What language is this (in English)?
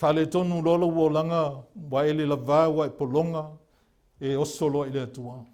Samoan